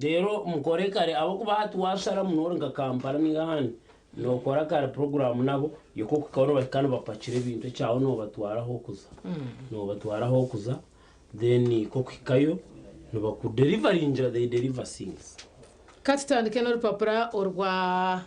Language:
Nyankole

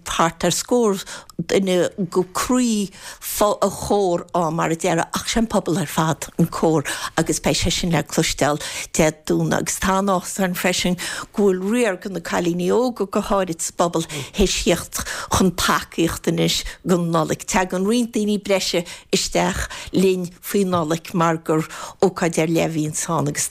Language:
Irish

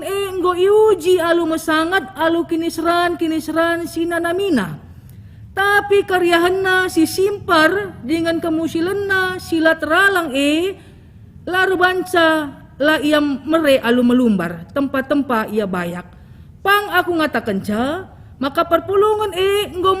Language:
Batak Karo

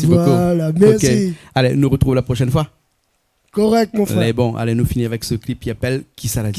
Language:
Réunion Creole French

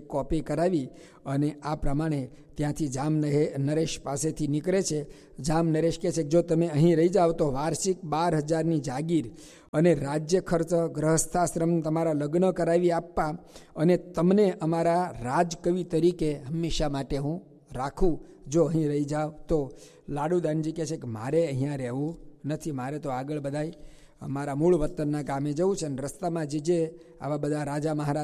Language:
Gujarati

